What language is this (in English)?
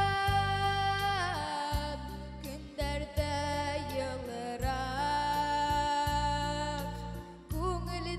Bashkir